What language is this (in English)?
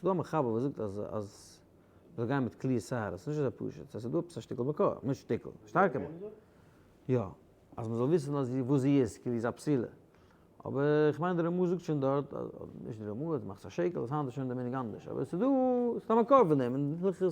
Yiddish